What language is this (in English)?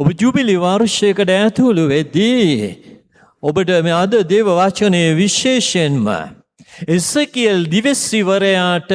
Sinhala